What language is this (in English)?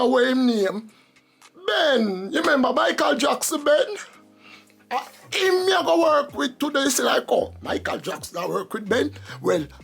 Jamaican Creole English